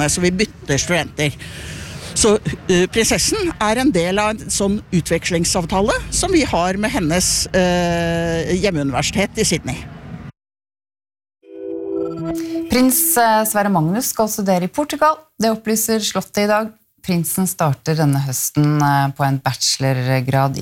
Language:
Norwegian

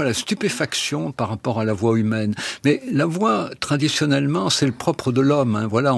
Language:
French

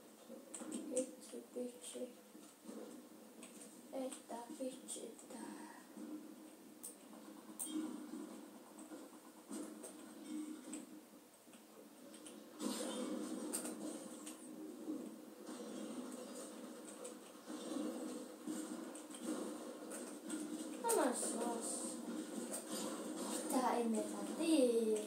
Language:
Finnish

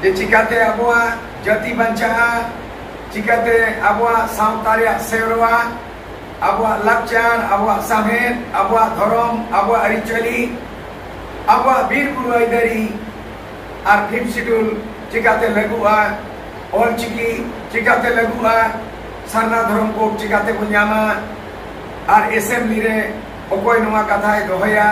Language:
Santali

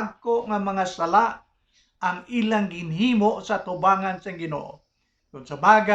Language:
Hiligaynon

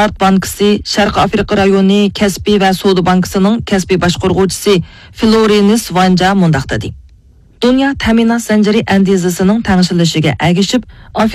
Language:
Uyghur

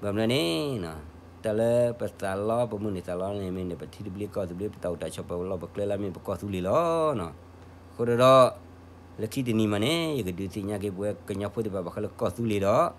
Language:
S'gaw Karen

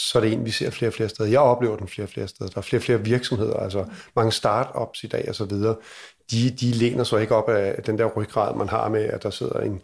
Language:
Danish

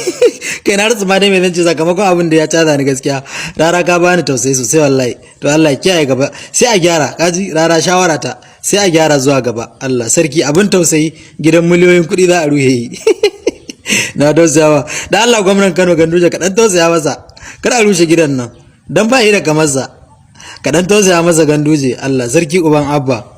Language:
Hausa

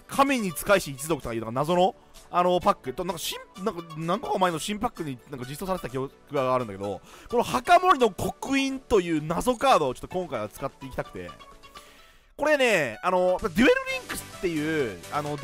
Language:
Japanese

